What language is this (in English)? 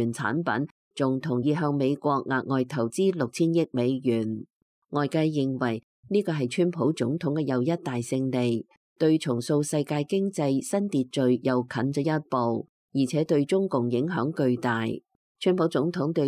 Cantonese